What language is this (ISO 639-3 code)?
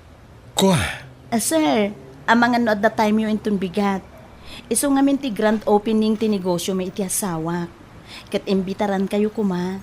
ilo